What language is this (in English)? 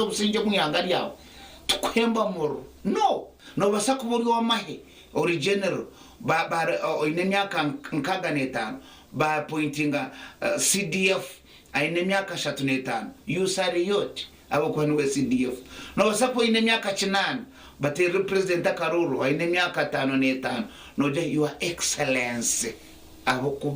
Nyankole